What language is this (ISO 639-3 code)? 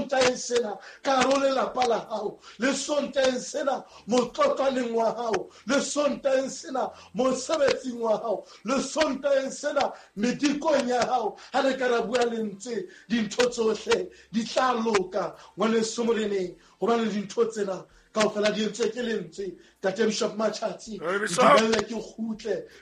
sot